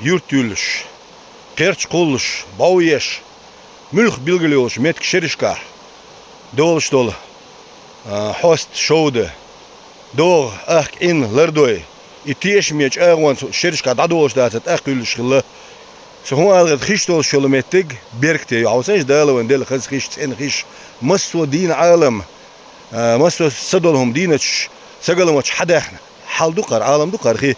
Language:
Chechen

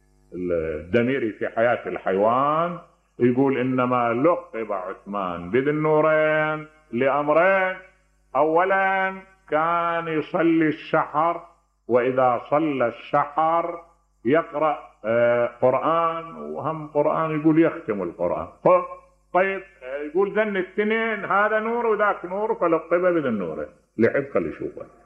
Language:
Mesopotamian Arabic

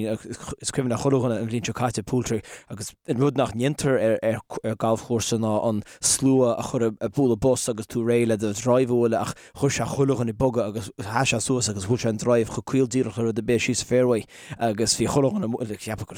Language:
Irish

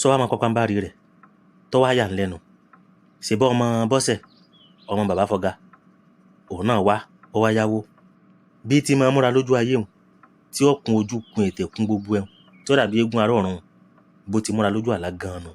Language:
Yoruba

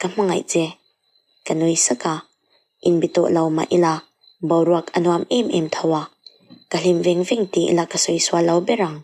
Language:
Mizo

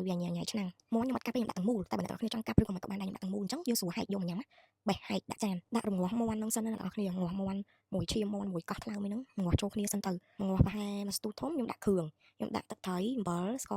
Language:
Khmer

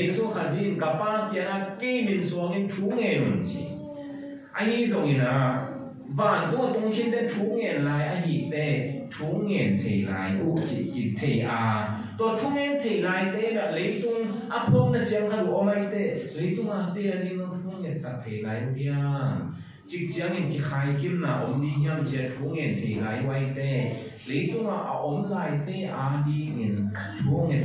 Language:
Tedim Chin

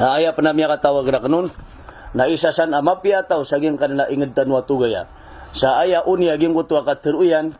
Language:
Maranao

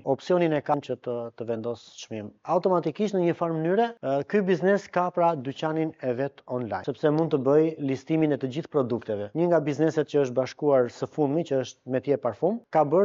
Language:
Albanian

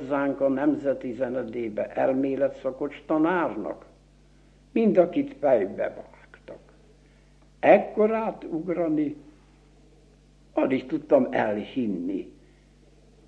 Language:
Hungarian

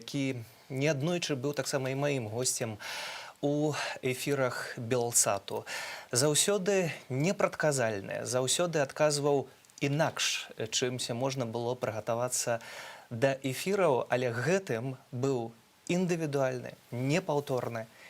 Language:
Belarusian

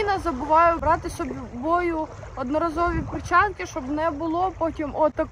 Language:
Ukrainian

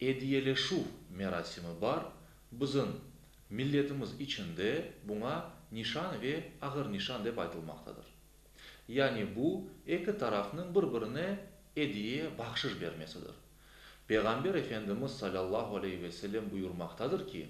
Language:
Crimean Tatar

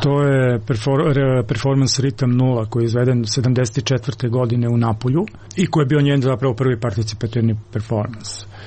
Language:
Serbian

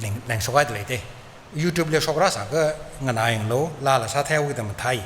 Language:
Tangkhul Naga (India)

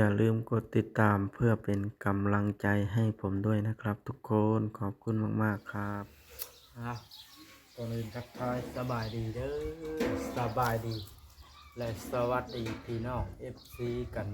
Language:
Northeastern Thai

